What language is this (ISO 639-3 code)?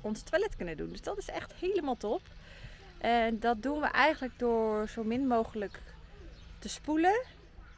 nld